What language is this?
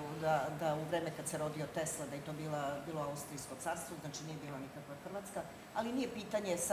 Serbian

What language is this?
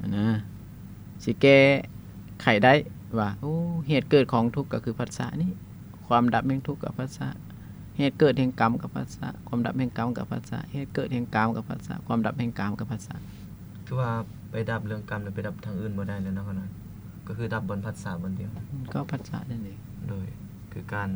Lao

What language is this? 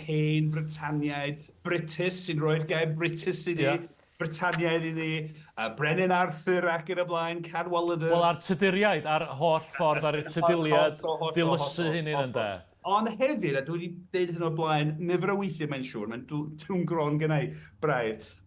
Welsh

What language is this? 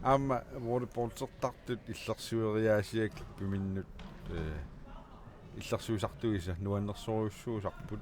Kalaallisut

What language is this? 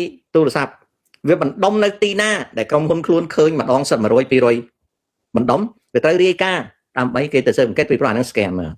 Khmer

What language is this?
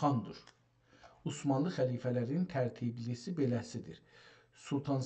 South Azerbaijani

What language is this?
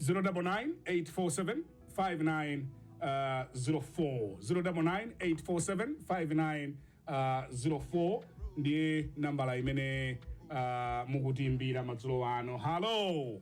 Nyanja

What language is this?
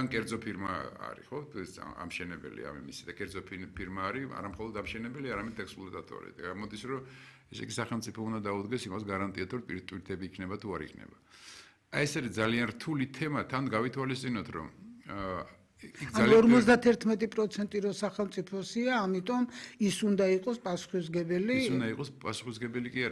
Georgian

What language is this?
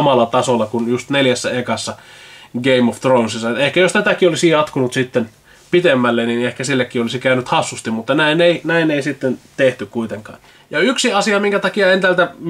Finnish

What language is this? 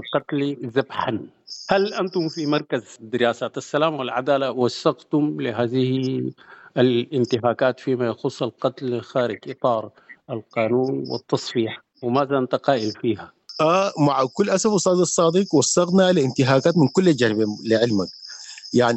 Sudanese Arabic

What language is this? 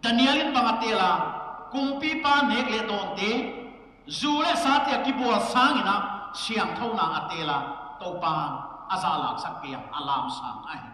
Paite Chin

